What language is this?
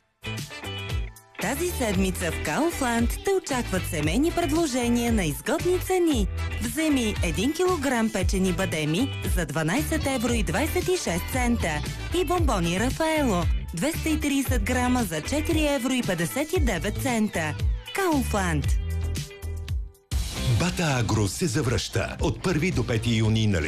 Bulgarian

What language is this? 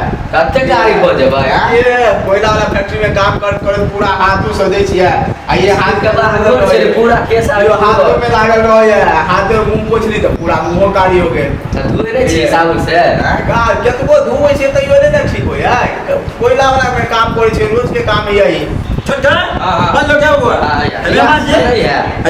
Maithili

